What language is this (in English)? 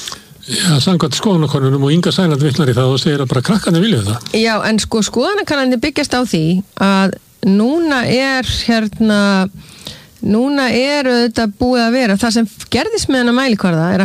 Icelandic